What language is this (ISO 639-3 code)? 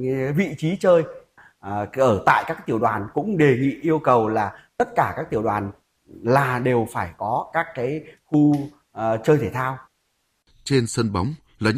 vie